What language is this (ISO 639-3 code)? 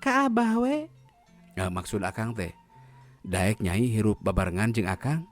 sun